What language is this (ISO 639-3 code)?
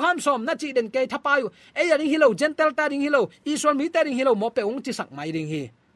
ctd